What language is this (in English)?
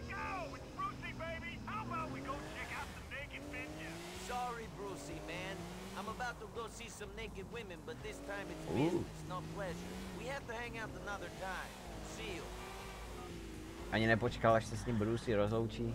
Czech